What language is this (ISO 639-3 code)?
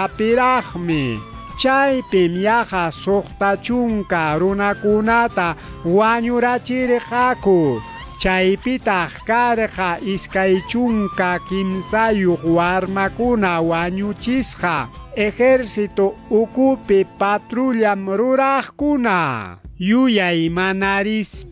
quy